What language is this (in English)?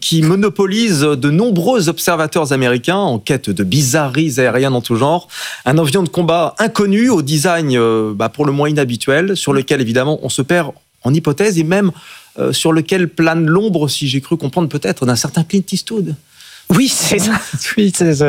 French